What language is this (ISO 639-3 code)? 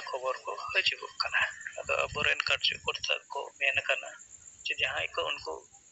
sat